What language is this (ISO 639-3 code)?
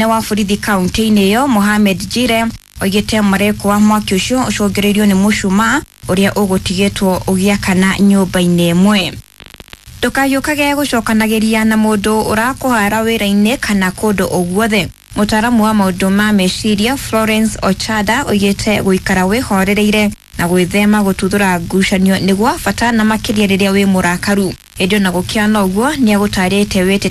kik